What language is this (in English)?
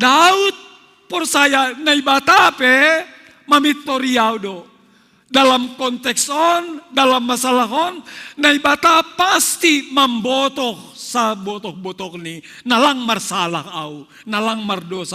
Batak Simalungun